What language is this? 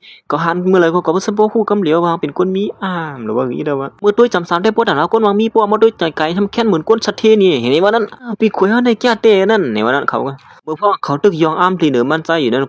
Shan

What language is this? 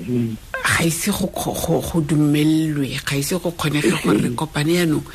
Tswana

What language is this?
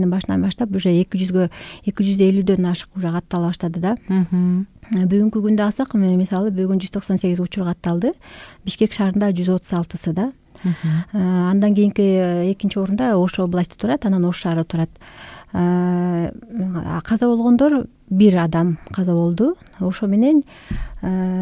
Kyrgyz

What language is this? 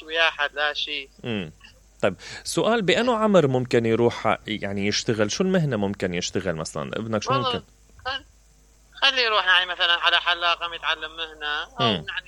Mesopotamian Arabic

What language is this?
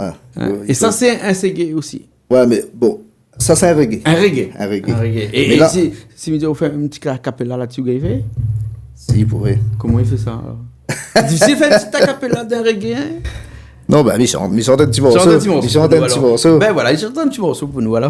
Réunion Creole French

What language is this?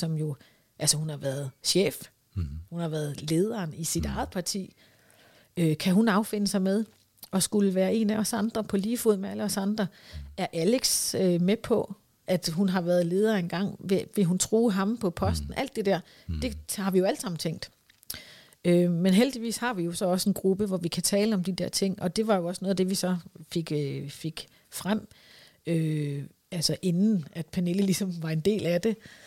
Danish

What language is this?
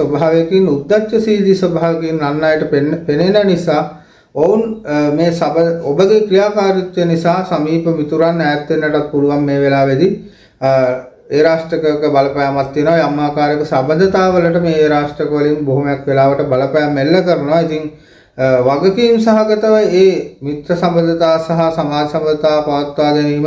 Sinhala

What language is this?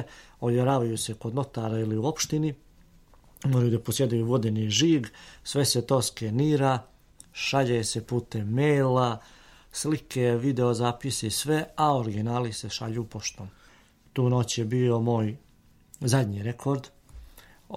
Serbian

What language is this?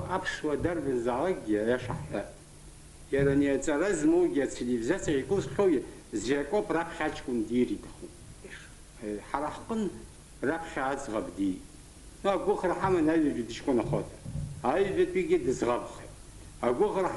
Abkhazian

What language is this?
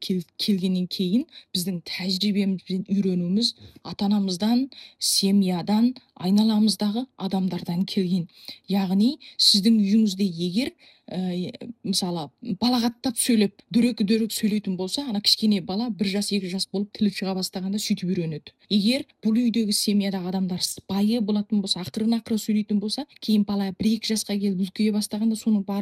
Kazakh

